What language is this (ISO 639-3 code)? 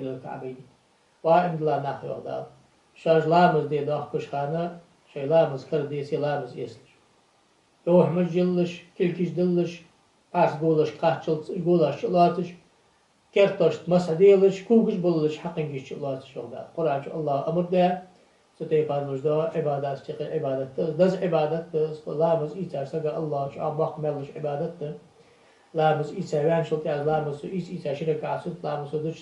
inh